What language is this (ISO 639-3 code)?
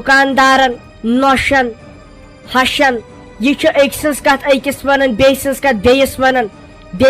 kas